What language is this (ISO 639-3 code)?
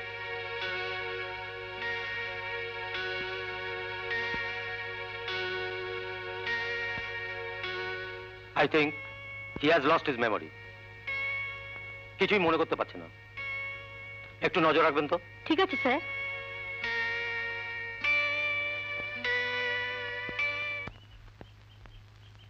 ben